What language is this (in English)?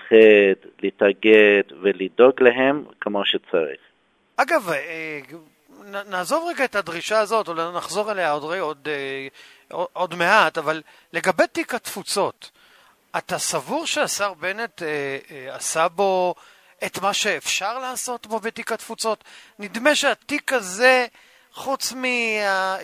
Hebrew